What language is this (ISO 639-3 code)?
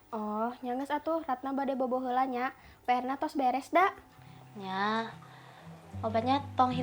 sun